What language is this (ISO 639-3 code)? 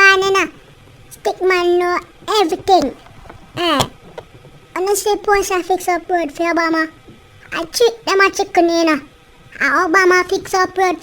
jam